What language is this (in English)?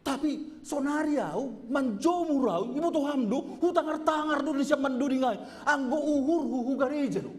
Batak Simalungun